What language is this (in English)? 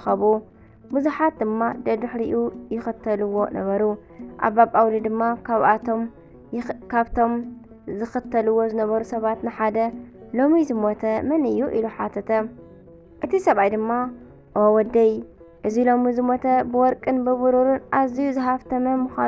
Tigrinya